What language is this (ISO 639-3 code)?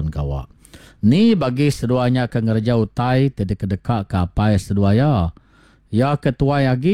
iba